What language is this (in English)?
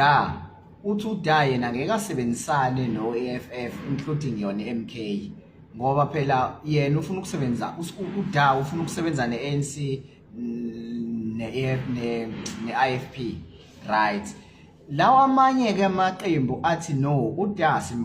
Zulu